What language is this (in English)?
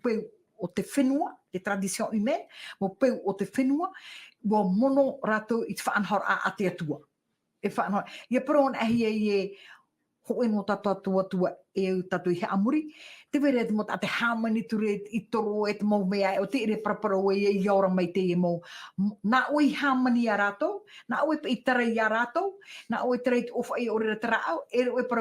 Tahitian